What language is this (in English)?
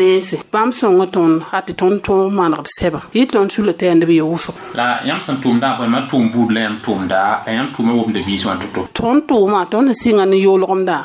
Mossi